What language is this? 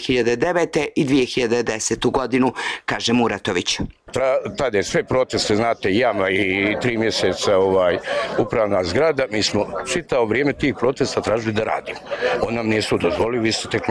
Bosnian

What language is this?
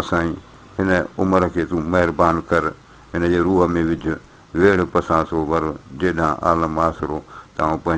Sindhi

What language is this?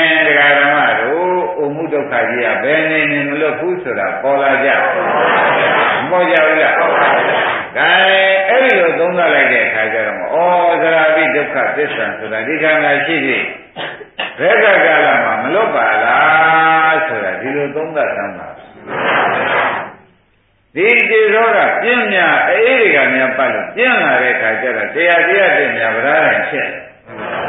Burmese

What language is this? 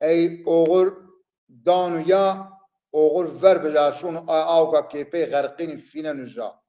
Zaza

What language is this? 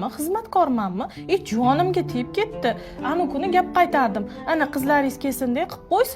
Uzbek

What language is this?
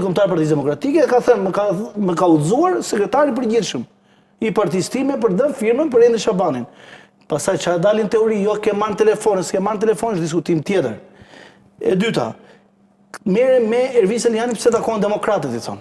Albanian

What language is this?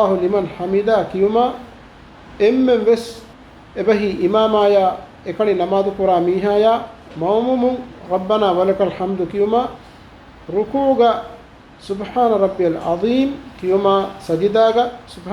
Divehi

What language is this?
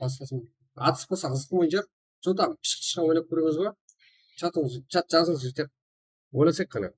Kara-Kalpak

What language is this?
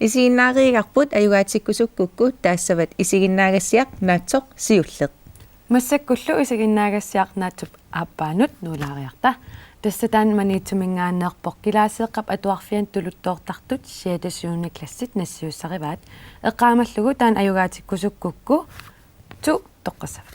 Kalaallisut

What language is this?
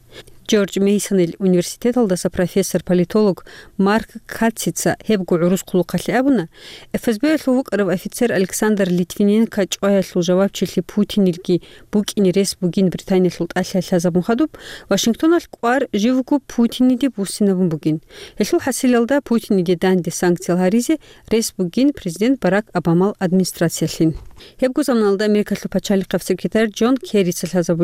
Avaric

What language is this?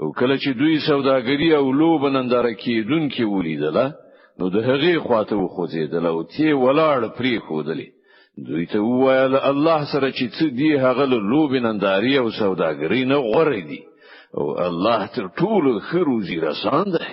Pashto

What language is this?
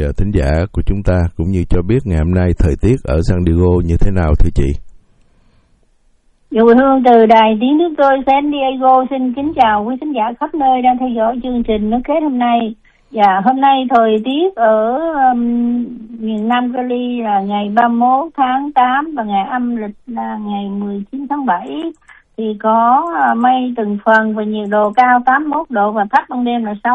Vietnamese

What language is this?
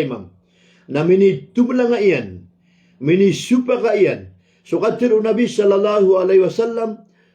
Maranao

